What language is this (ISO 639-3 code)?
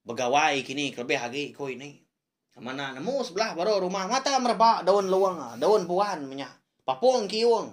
iba